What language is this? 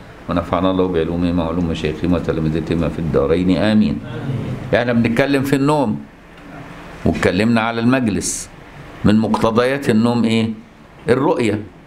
Egyptian Arabic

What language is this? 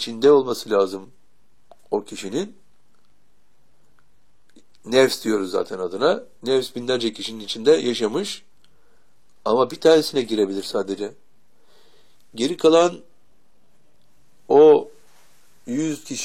Turkish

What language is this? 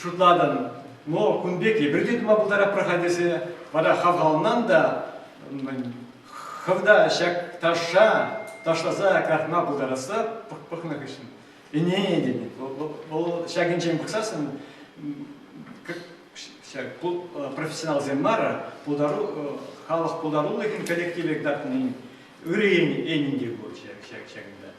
Chuvash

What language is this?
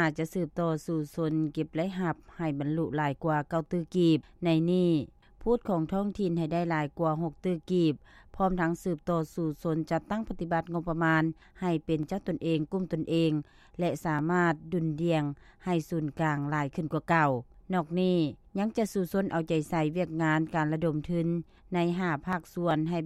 Lao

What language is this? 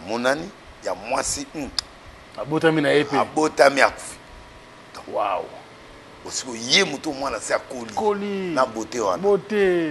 Lingala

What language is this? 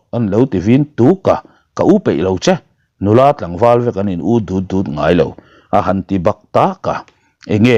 Mizo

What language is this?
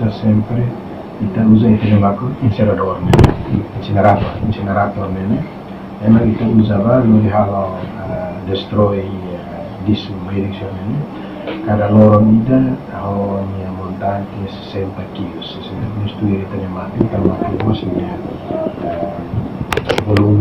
Tetum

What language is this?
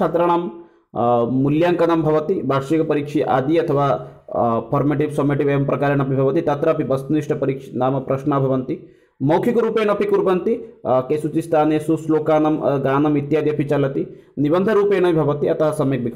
Sanskrit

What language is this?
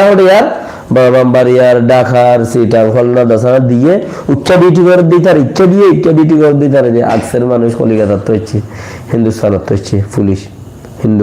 Rohingya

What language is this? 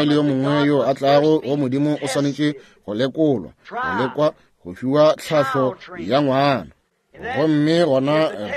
Northern Sotho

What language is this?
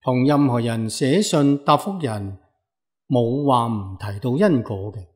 Cantonese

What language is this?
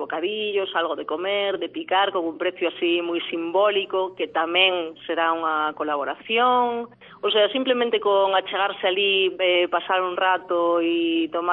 Galician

